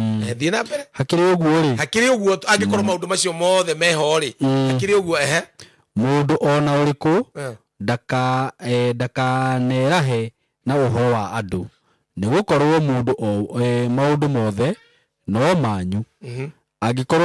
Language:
Kikuyu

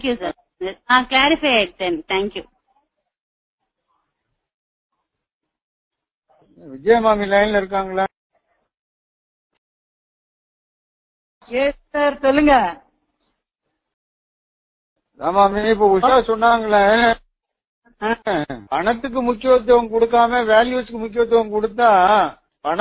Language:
Tamil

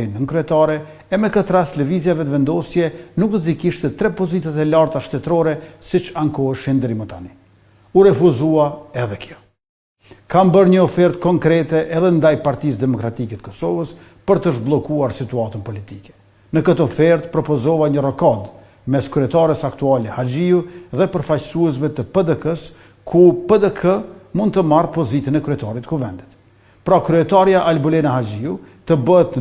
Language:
Albanian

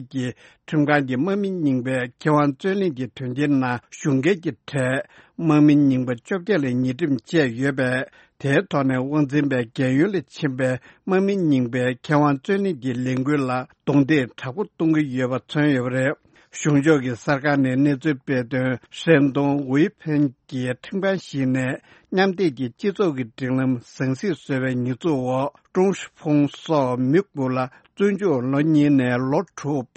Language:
Tibetan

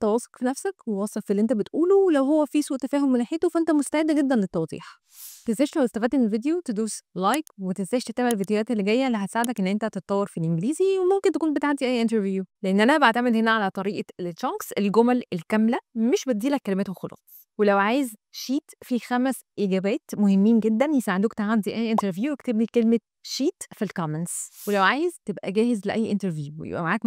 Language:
Egyptian Arabic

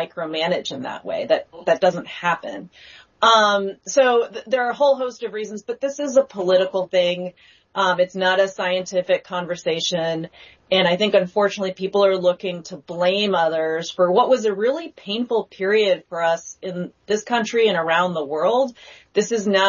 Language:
English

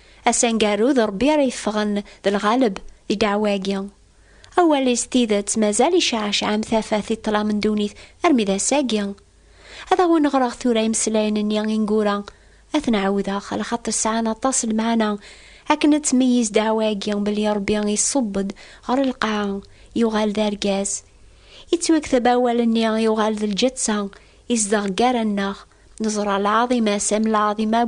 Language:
Kabyle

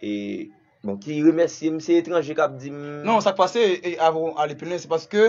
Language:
Haitian Creole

